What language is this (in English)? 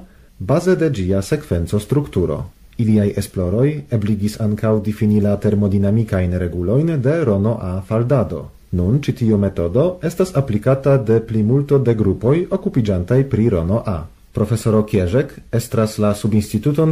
Esperanto